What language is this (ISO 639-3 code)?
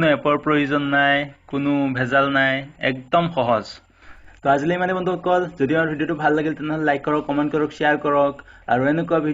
asm